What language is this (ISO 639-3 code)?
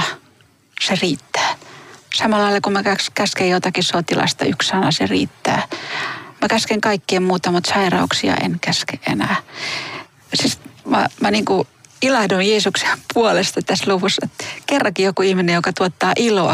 fin